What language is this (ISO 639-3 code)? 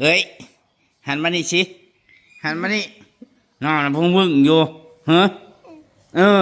tts